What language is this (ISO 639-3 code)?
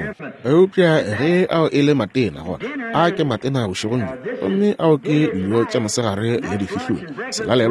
nso